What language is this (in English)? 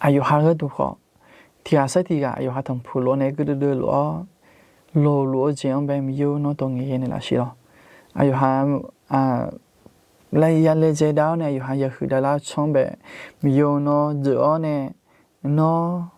Akha